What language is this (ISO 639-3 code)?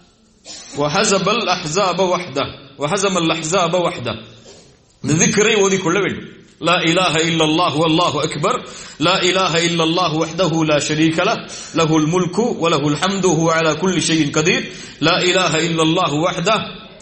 tam